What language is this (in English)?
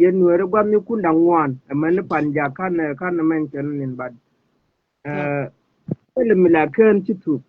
Nuer